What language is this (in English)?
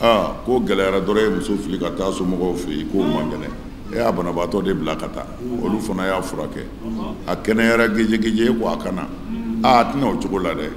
Bambara